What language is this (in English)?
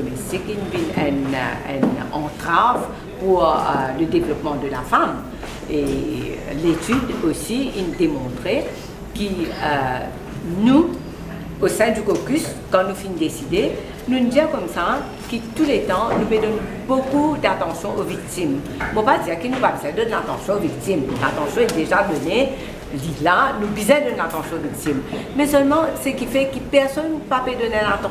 Morisyen